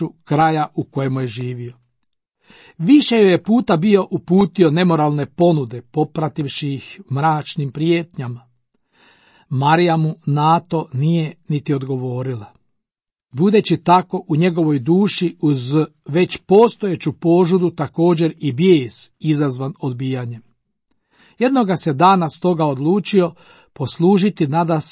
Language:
Croatian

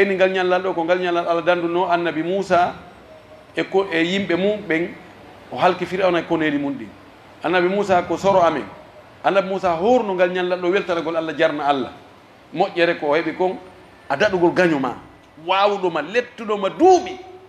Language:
Pular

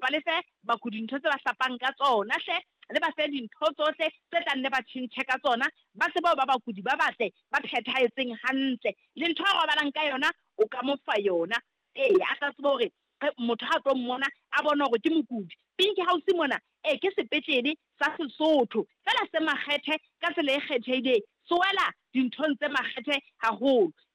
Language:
Southern Sotho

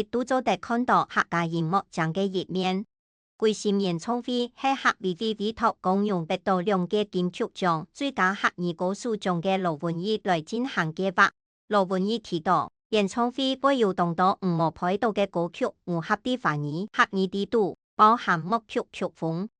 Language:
Hakka Chinese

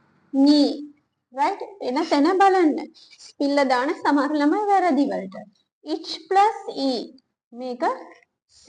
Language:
Sinhala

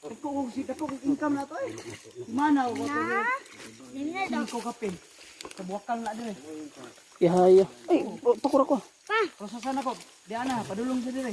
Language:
Cebuano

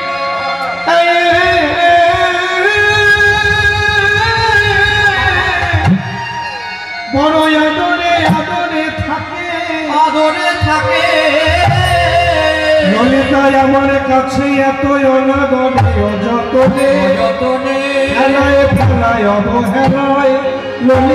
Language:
Bangla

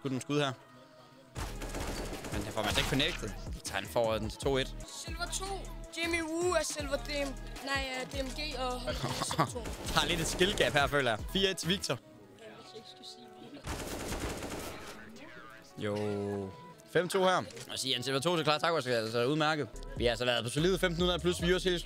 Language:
Danish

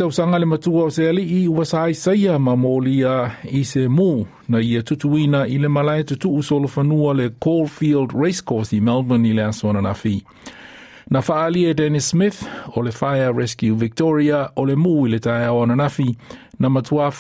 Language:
Samoan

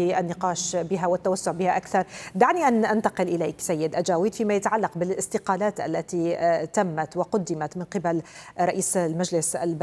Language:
Arabic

